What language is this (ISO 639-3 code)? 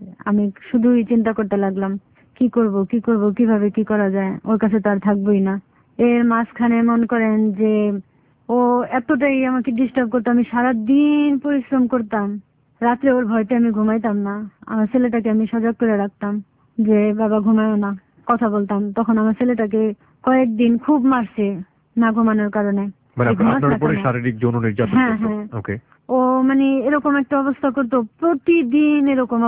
ben